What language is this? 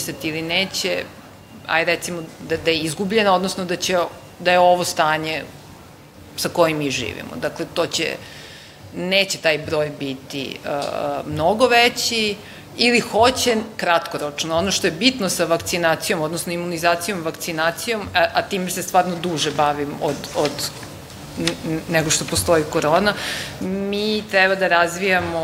Serbian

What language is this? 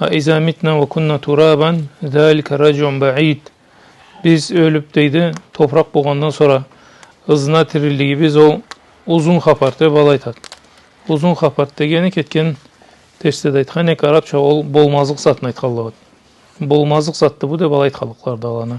Karachay-Balkar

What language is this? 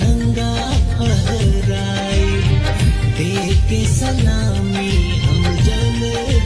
Bhojpuri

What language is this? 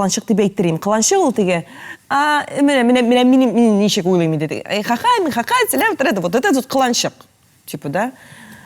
Tatar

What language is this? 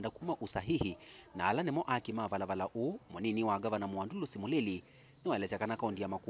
Kamba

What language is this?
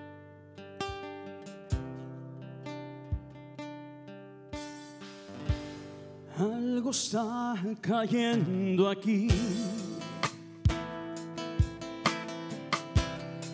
Spanish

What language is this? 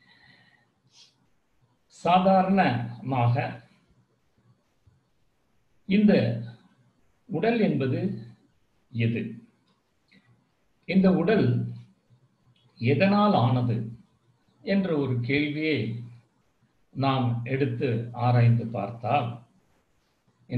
Tamil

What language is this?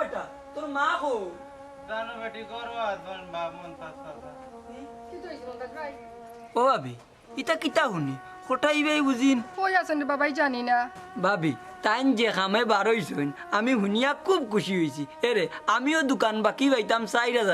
Sylheti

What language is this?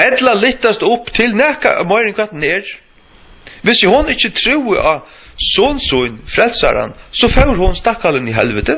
Faroese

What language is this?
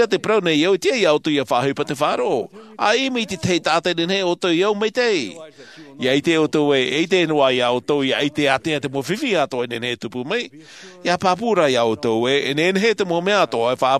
Tahitian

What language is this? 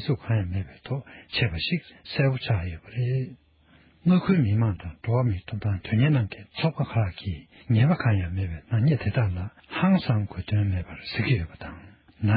Tibetan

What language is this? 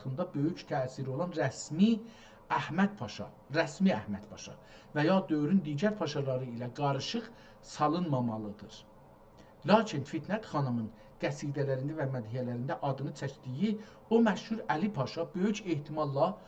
South Azerbaijani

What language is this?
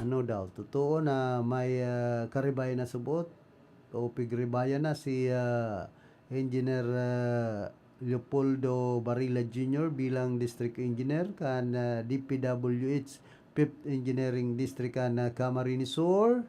Bikol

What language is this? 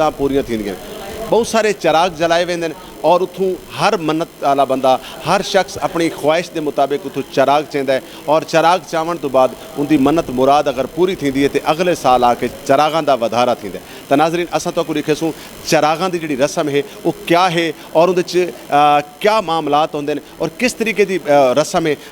Saraiki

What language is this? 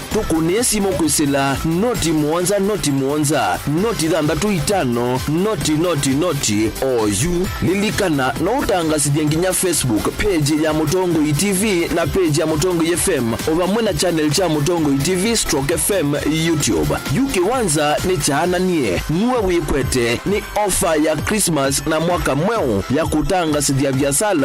Kamba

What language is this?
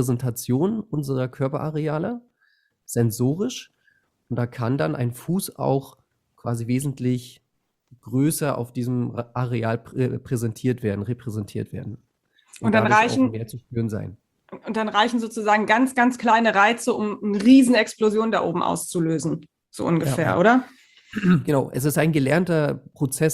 German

